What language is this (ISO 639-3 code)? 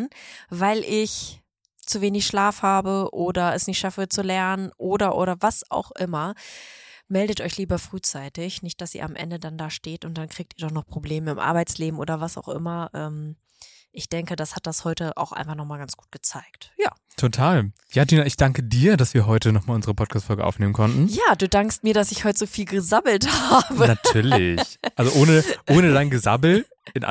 deu